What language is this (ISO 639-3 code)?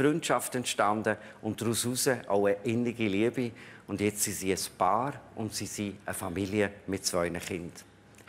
gsw